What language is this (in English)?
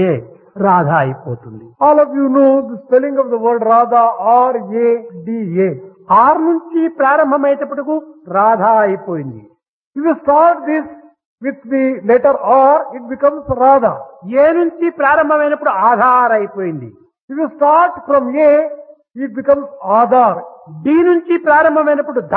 Telugu